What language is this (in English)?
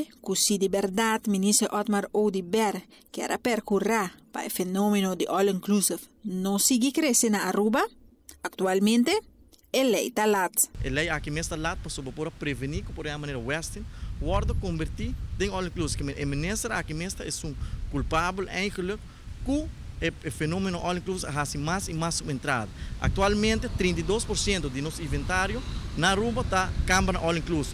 Papiamento